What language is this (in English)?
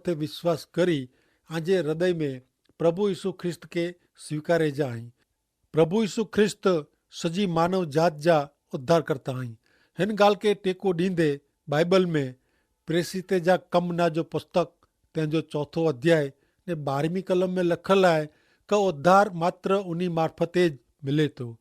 Kachhi